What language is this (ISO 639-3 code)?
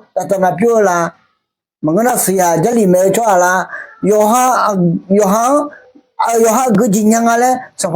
ahk